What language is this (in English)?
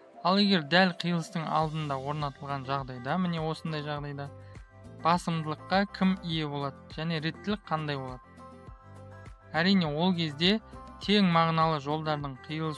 Kazakh